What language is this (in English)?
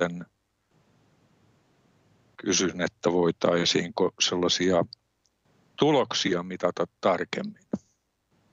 Finnish